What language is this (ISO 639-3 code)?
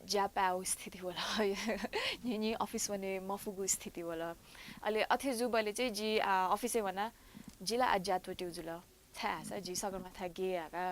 new